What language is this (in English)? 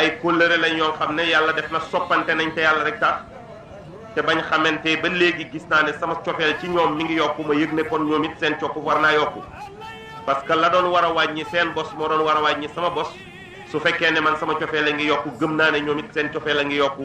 Wolof